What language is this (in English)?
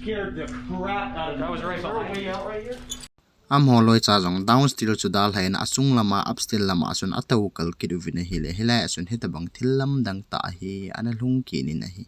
Thado Chin